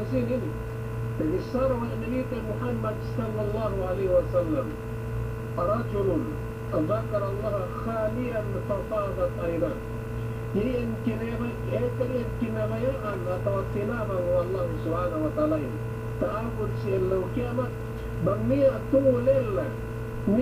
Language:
Yakan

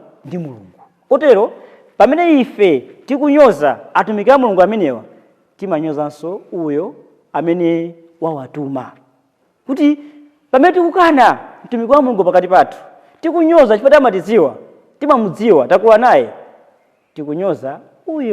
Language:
Nyanja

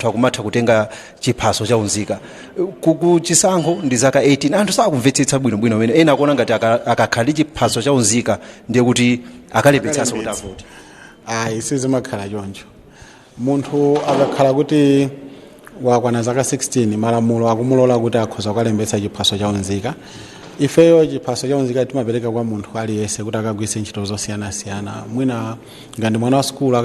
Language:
Nyanja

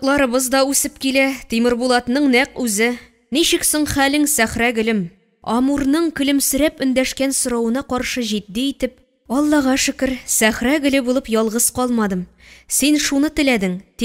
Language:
Tatar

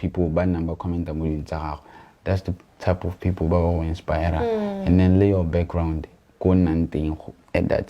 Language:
Tswana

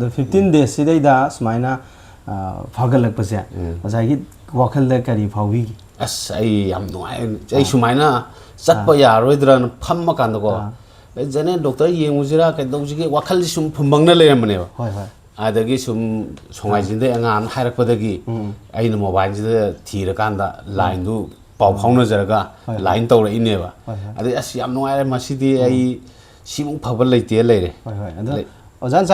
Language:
Manipuri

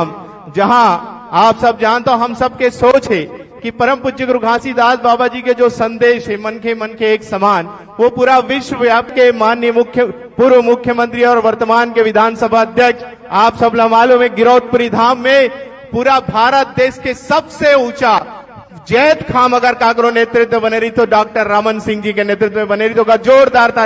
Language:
Chhattisgarhi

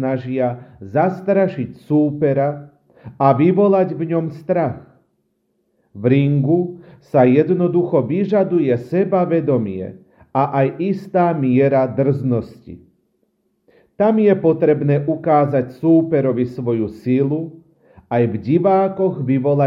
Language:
Slovak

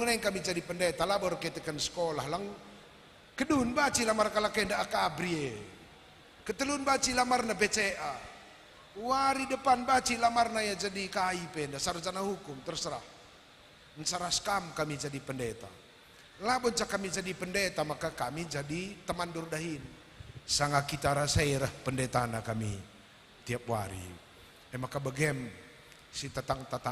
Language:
Batak Karo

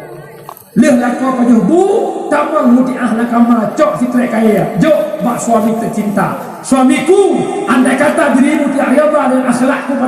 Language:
Achinese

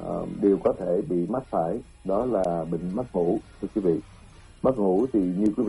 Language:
Vietnamese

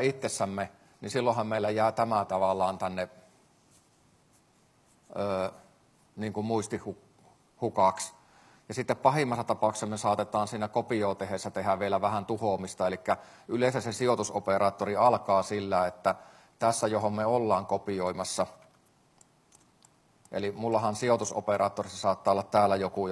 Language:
Finnish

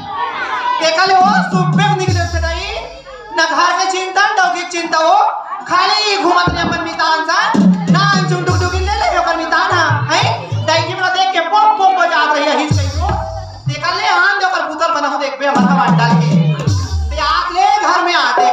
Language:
Chhattisgarhi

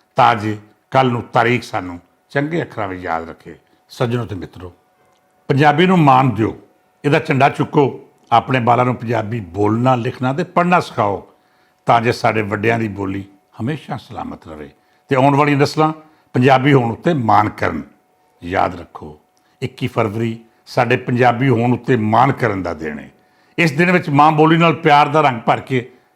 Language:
Western Panjabi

